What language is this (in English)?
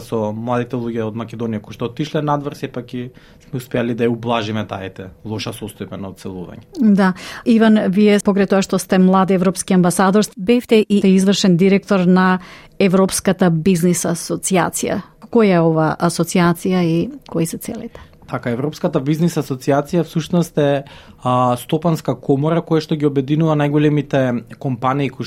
Macedonian